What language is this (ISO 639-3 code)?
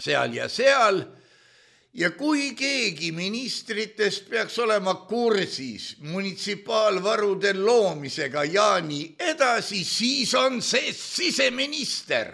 est